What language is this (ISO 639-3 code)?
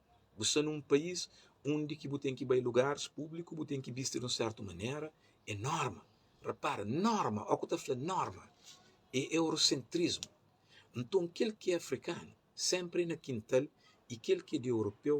kea